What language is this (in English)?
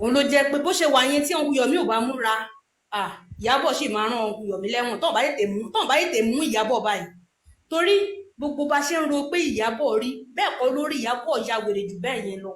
Yoruba